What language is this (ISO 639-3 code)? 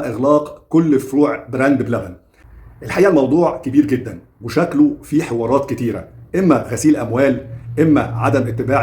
arz